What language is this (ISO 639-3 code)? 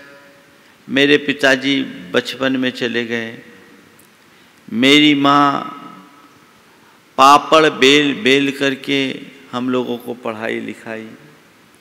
hin